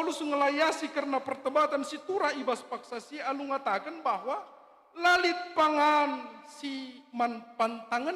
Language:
Batak Karo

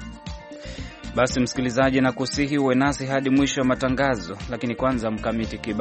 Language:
Swahili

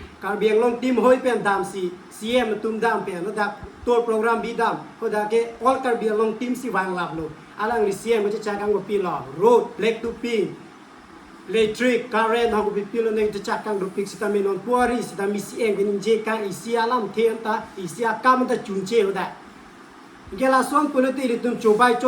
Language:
Karbi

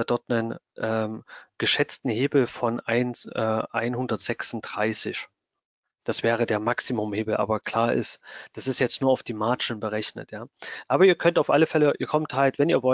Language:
German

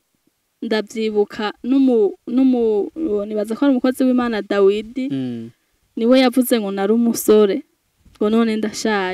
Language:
Rundi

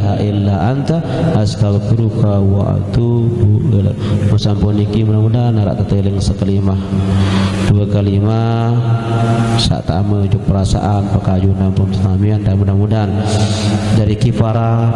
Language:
Sasak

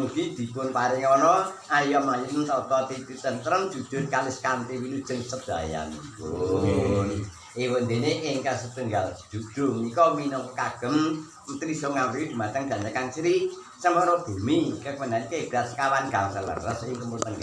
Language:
Javanese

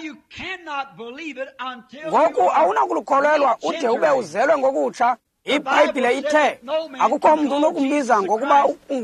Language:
Xhosa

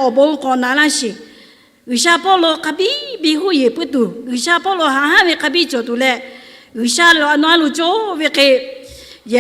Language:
Lahu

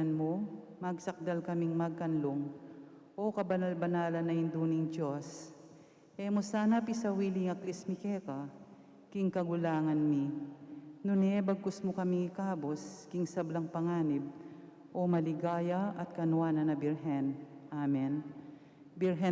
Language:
Pampanga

